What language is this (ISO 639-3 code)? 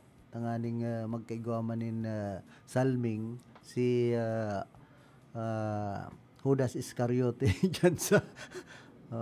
bik